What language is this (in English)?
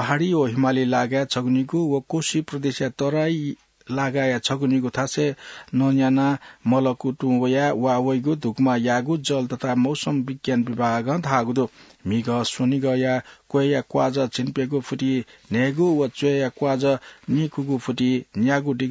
Newari